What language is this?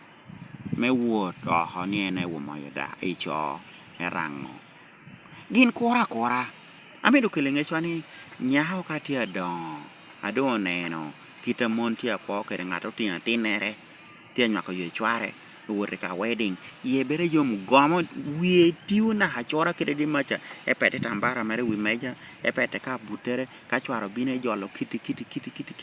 Lango (Uganda)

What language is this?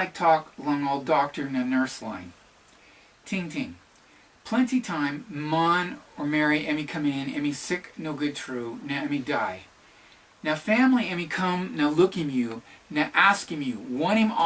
Tok Pisin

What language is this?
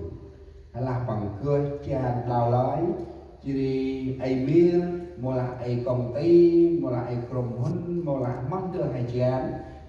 Central Mnong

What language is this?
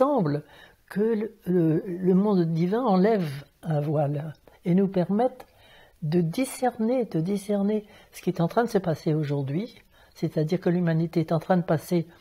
French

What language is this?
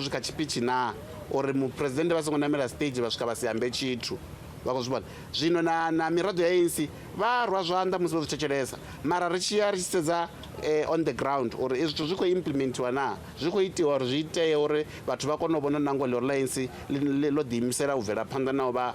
Venda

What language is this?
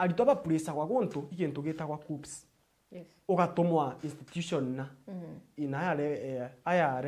Meru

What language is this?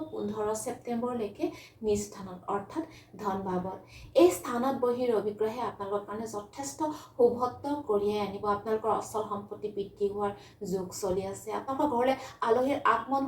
Assamese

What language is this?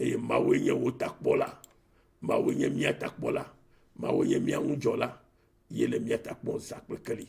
Ewe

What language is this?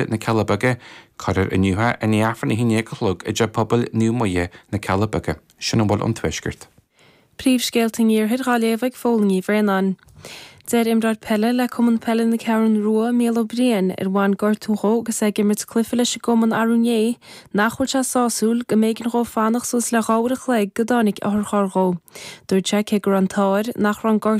Irish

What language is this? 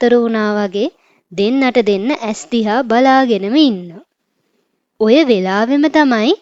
Sinhala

